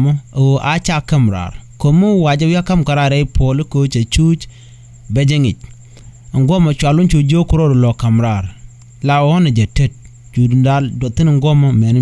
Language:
Nuer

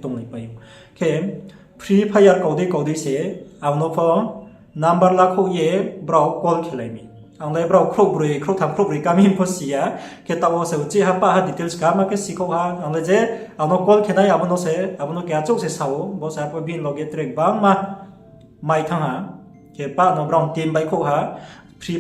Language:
Riang (India)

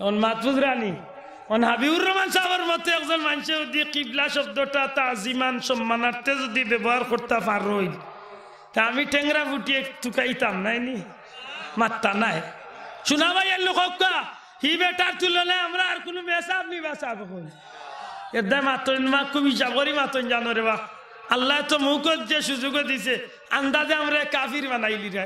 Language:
Sylheti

